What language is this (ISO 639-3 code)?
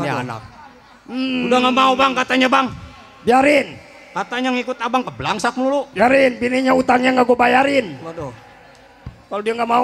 bew